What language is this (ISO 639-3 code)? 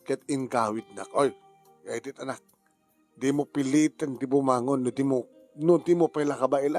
ilo